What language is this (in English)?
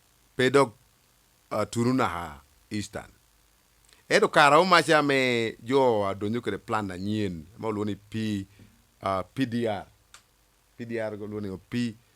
Lango (Uganda)